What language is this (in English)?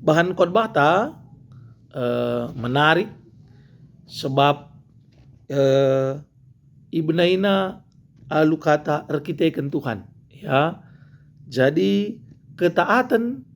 Batak Karo